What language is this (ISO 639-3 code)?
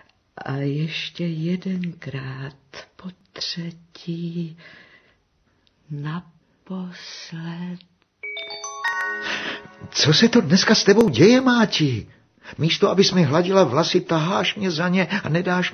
ces